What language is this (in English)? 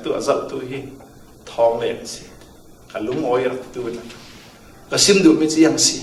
Falam Chin